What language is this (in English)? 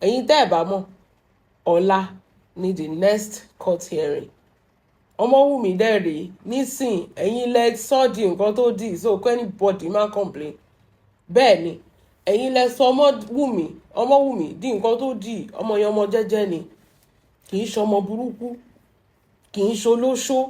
Yoruba